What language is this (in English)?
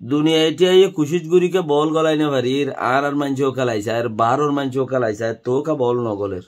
Rohingya